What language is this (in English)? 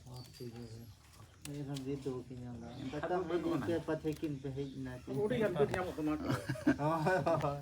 Santali